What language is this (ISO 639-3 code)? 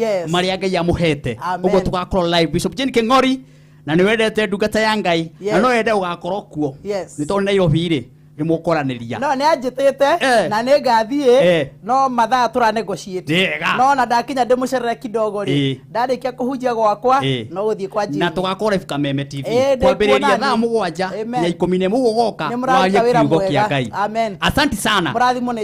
kik